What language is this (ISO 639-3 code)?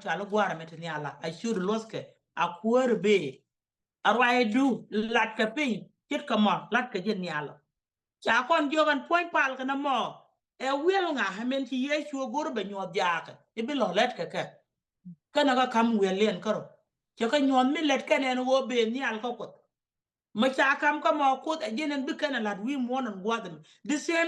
nus